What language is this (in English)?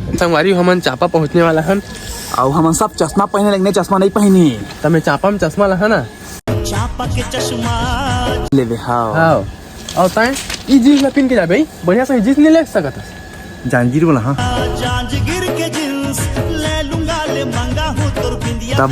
Chhattisgarhi